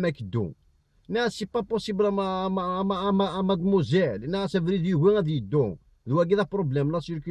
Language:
Kabyle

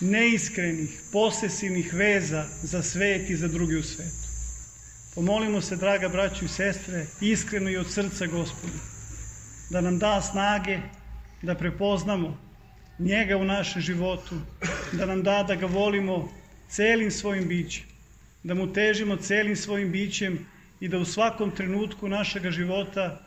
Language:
Serbian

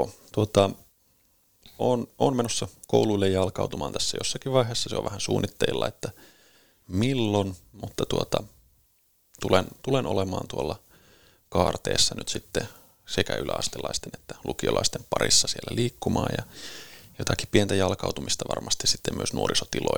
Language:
Finnish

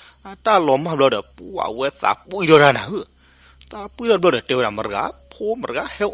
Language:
S'gaw Karen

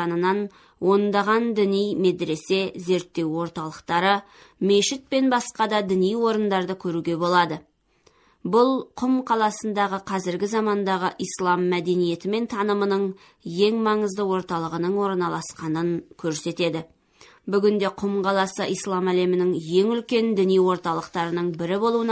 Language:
Kazakh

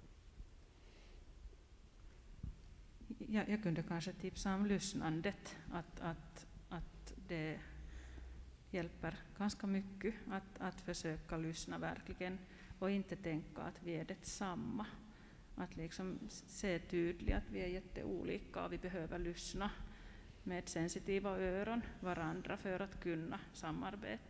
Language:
Swedish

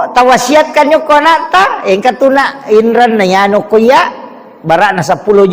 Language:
Buginese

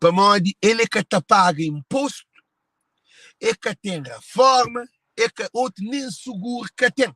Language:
Kabuverdianu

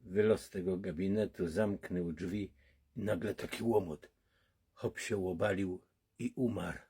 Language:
Silesian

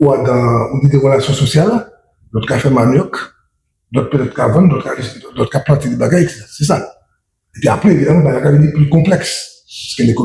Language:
Guadeloupean Creole French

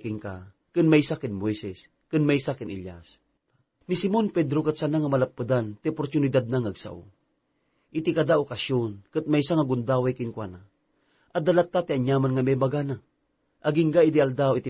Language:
Iloko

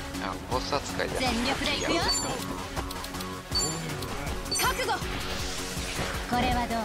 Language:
Japanese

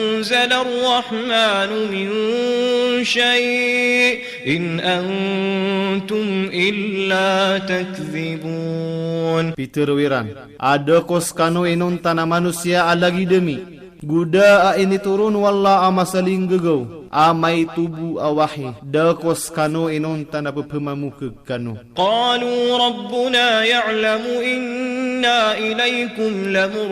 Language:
Maranao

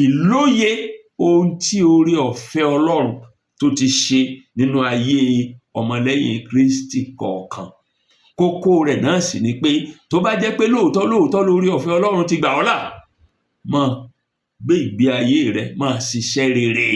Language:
Yoruba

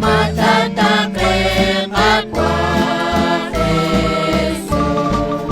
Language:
Kekchí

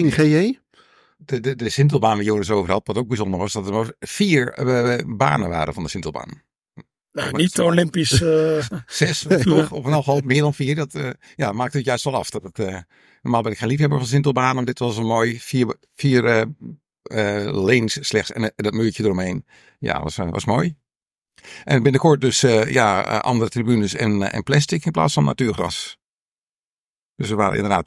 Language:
Dutch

